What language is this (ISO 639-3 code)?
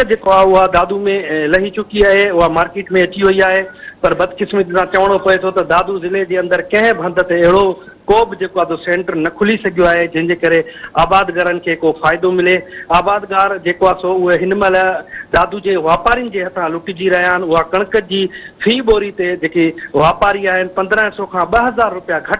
snd